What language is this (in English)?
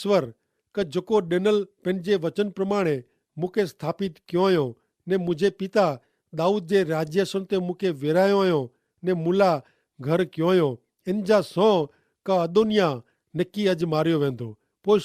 Kachhi